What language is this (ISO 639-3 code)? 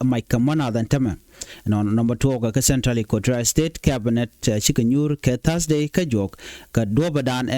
nus